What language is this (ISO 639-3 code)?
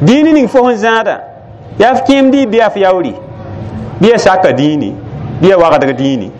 mos